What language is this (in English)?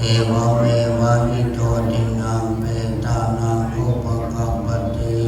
Pali